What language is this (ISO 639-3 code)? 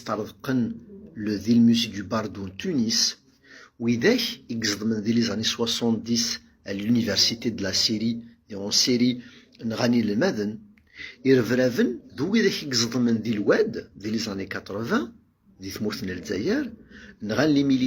kab